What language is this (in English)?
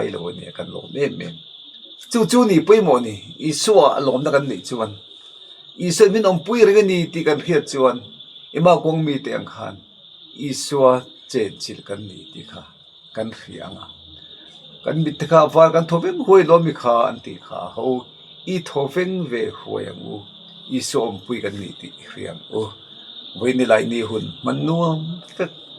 Mizo